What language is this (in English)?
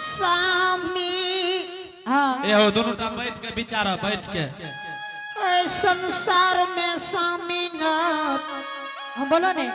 Angika